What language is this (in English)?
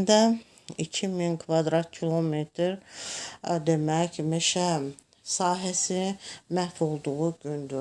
Azerbaijani